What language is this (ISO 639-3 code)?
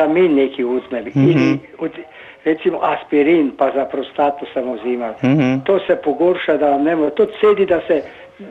hrv